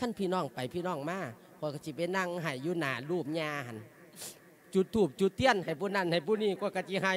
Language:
Lao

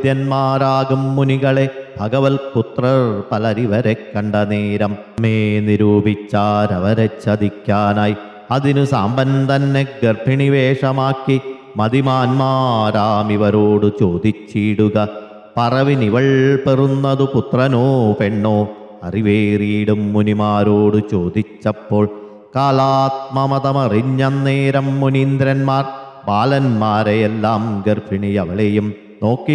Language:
Malayalam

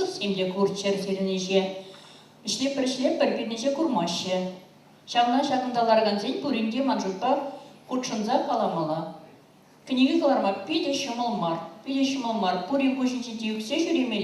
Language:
Chuvash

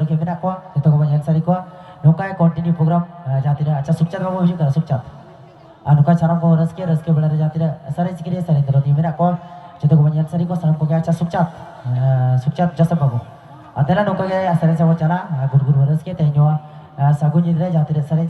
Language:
Santali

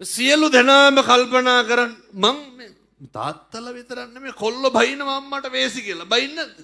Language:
Sinhala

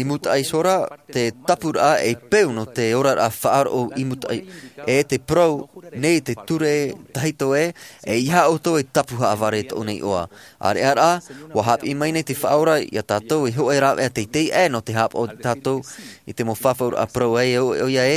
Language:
Tahitian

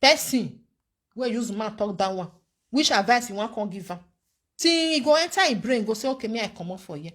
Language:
Nigerian Pidgin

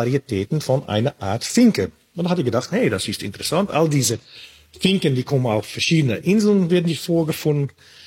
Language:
German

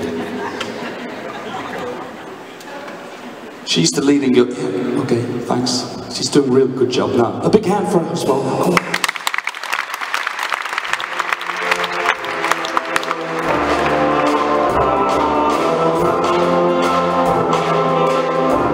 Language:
English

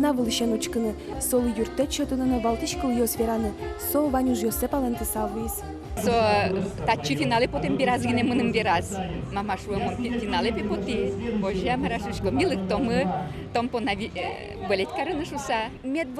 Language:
Udmurt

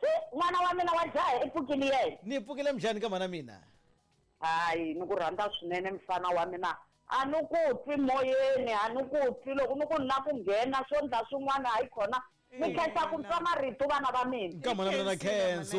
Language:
Tsonga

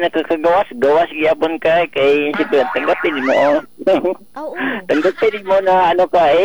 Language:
Cebuano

